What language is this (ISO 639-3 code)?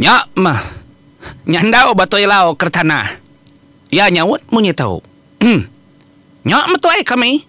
iba